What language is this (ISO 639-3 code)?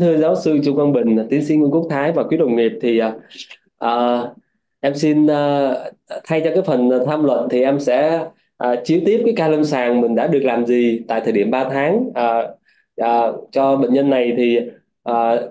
vie